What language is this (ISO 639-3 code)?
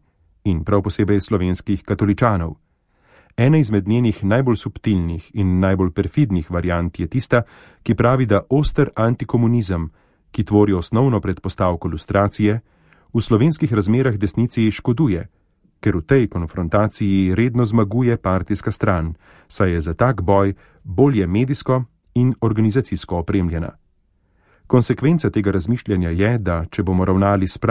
slv